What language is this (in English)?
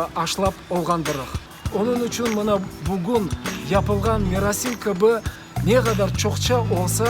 Crimean Tatar